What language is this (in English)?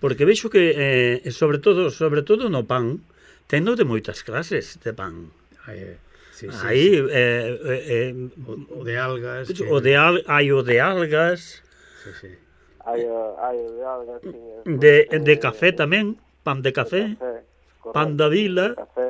Galician